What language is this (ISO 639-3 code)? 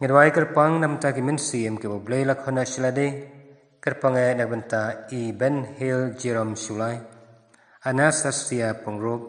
kha